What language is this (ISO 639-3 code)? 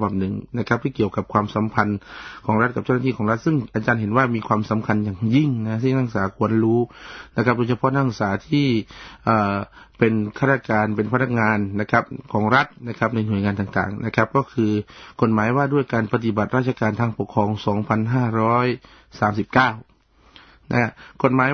tha